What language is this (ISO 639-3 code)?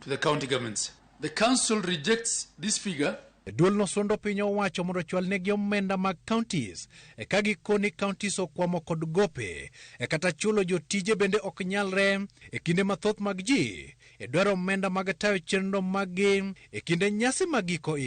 luo